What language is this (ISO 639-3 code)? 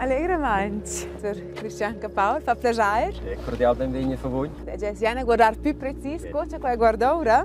roh